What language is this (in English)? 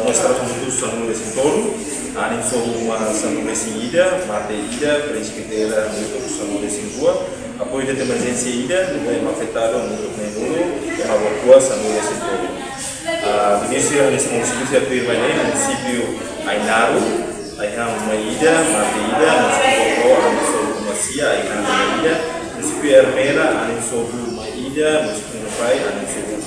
Tetum